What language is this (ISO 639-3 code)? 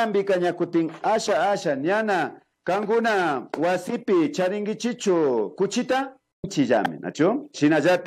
qvi